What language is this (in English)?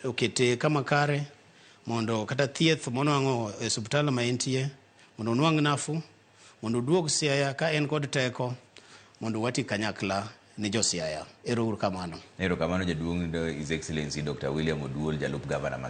Luo (Kenya and Tanzania)